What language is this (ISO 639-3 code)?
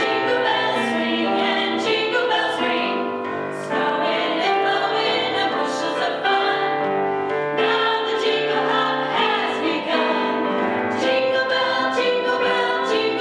eng